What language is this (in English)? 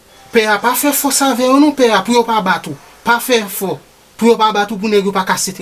Haitian Creole